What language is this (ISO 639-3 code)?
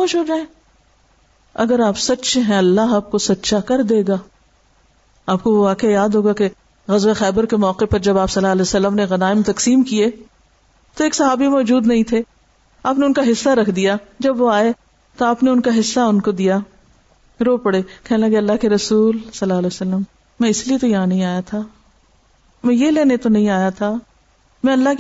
urd